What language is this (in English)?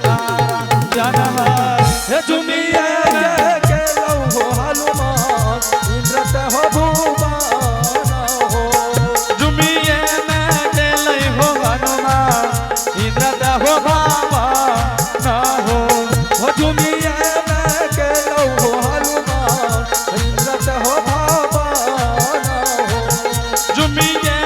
Angika